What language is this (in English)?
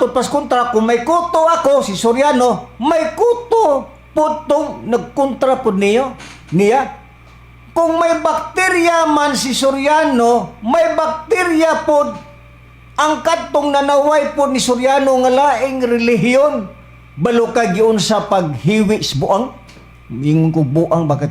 Cebuano